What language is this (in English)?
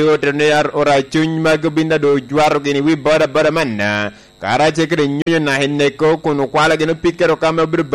Lango (Uganda)